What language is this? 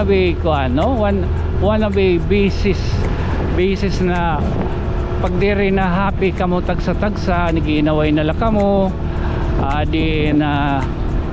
Waray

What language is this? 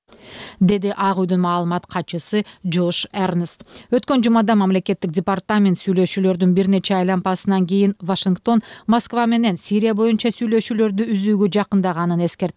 Kyrgyz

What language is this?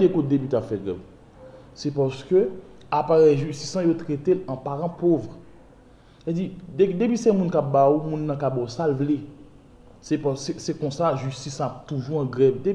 Haitian Creole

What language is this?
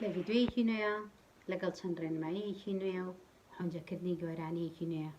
Central Kurdish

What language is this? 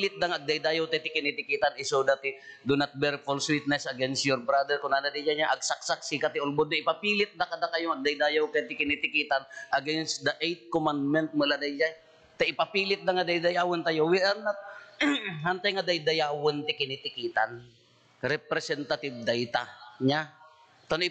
Iloko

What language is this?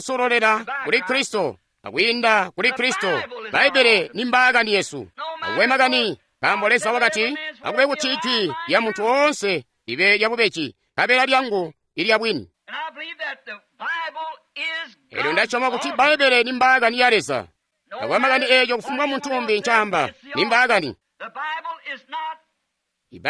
Tonga (Zambia)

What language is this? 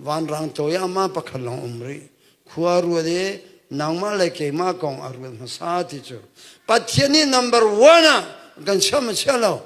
Hakha Chin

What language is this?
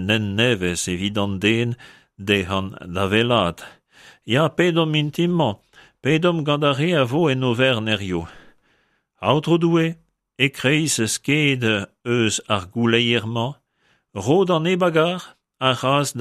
Breton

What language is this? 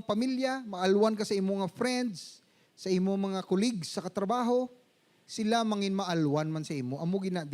Hiligaynon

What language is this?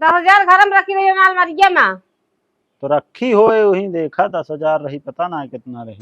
Awadhi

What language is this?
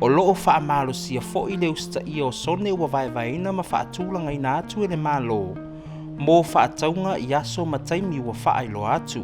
Samoan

